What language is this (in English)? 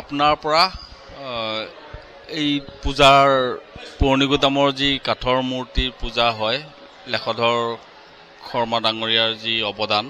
Assamese